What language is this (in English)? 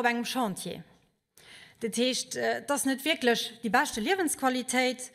Luxembourgish